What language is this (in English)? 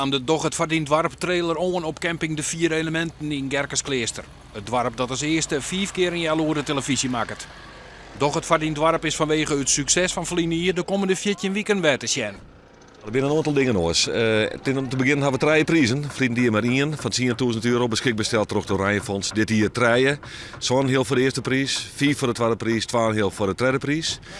Western Frisian